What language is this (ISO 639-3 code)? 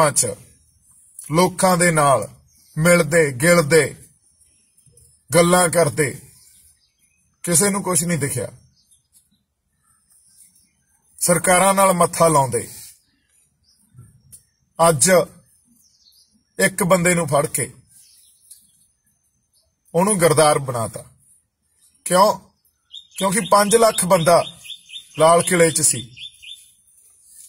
pan